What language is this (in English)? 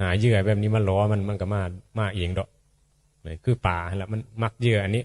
Northeastern Thai